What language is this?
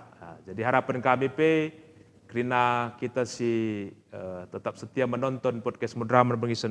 Batak Karo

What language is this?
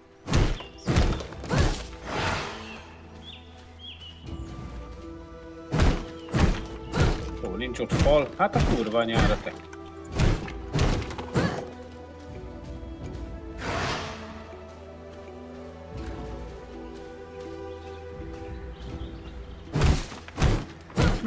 Hungarian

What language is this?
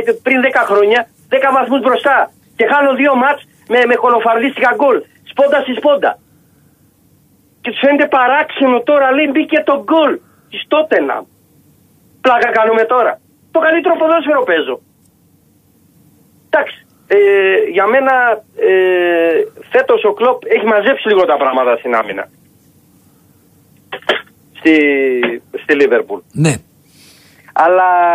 Greek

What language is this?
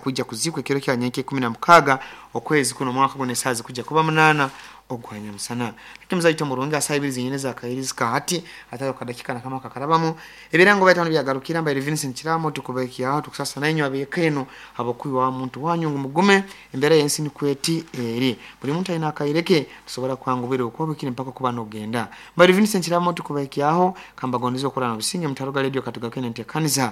Nyoro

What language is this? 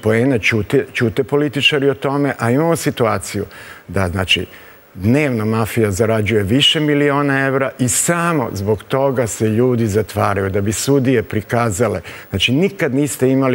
Serbian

